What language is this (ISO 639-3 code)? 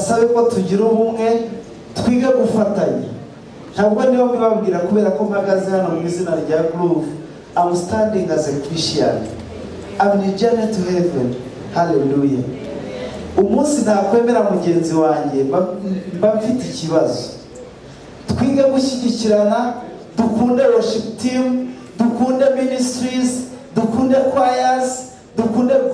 kin